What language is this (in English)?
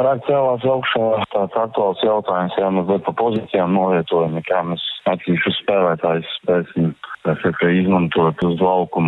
Latvian